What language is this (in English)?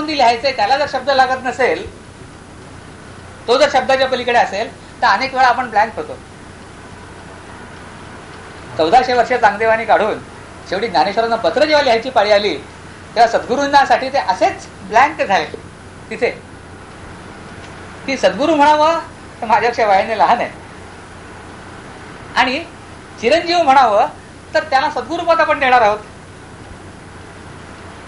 Marathi